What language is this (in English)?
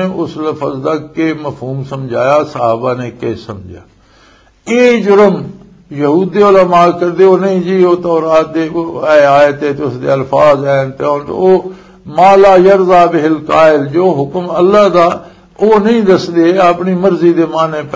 Western Panjabi